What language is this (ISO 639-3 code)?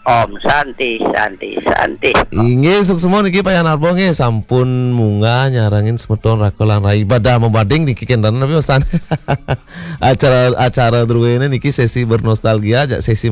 ban